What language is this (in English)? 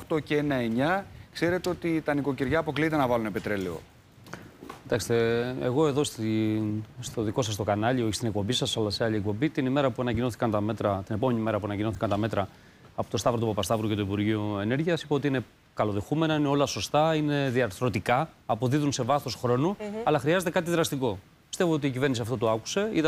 Greek